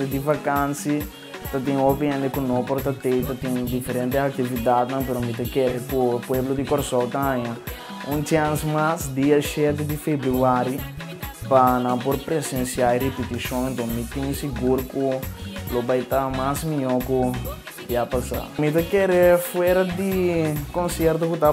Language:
Papiamento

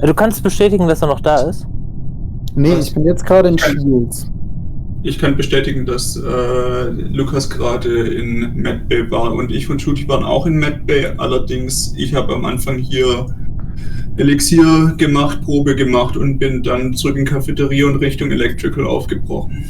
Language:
Swiss German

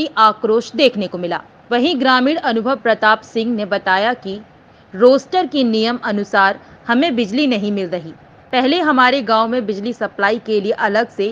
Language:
Hindi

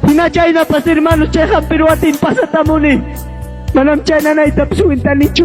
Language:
Ayacucho Quechua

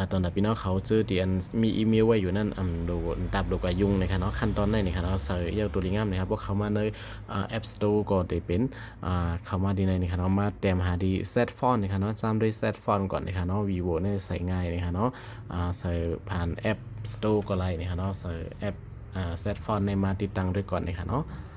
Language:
Shan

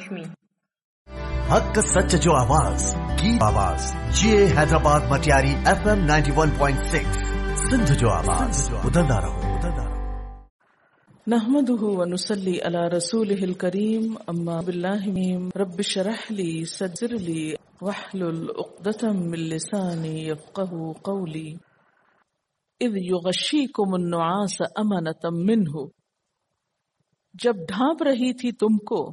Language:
Urdu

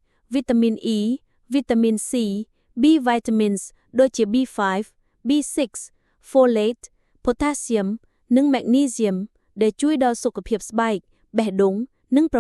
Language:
Khmer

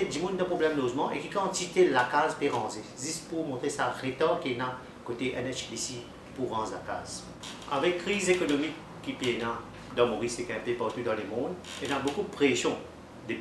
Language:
Morisyen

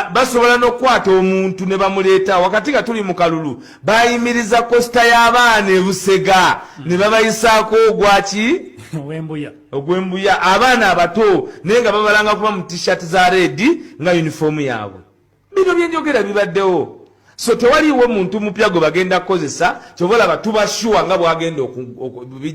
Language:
Ganda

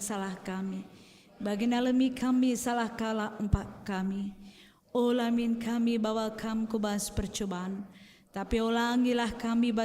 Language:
Batak Karo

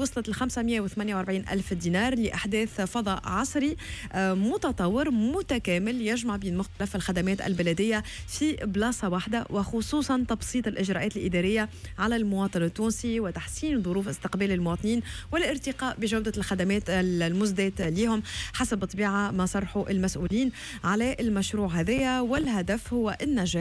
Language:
Tunisian Arabic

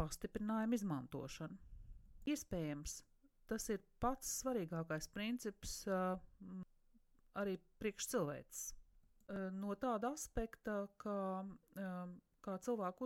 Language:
Latvian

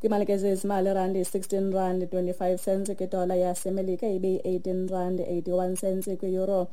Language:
Xhosa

